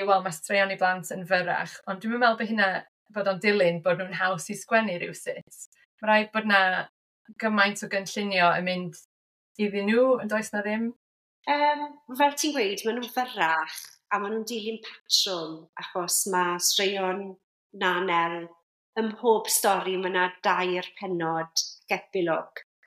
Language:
Welsh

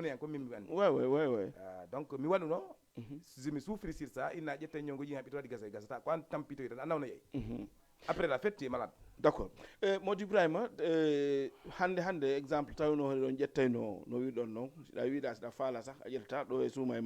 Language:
Fula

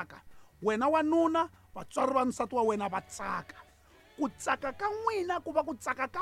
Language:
Tsonga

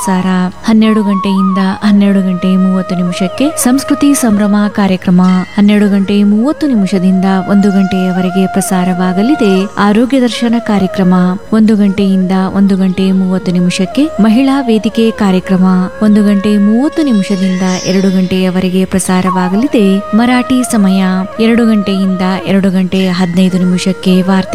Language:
Kannada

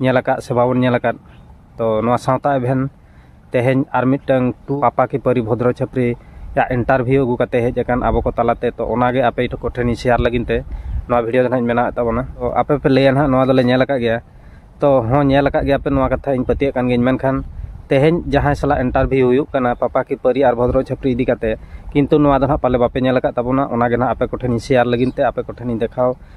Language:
Santali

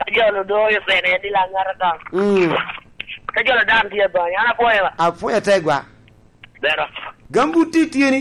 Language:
Lango (Uganda)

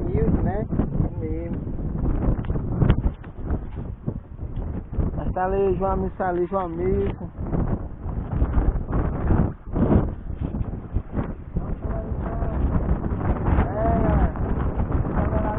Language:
Portuguese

